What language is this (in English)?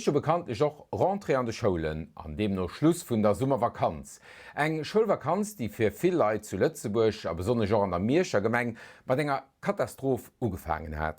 Luxembourgish